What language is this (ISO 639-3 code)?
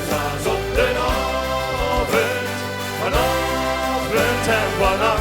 lim